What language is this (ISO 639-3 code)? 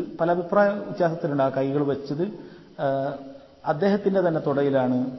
mal